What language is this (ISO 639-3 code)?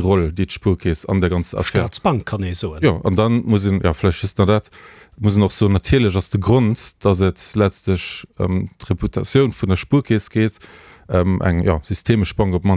ltz